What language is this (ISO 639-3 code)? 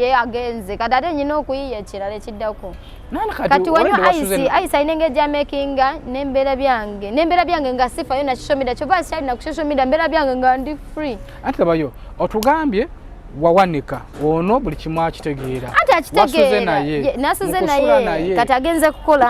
lug